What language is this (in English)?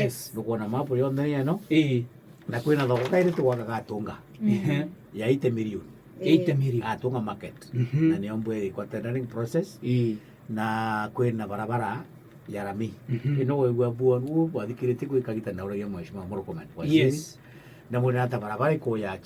Meru